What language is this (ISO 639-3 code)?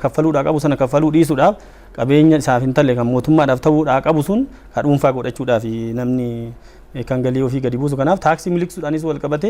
orm